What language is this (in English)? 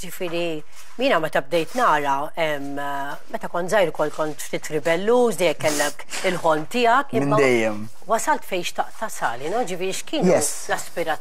Maltese